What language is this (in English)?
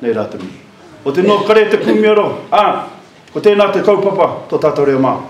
Māori